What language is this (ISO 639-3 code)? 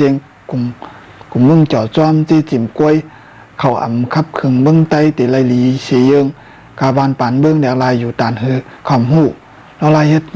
shn